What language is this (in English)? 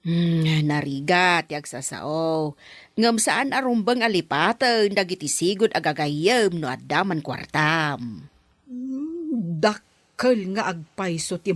Iloko